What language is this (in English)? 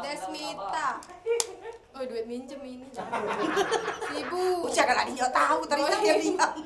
Musi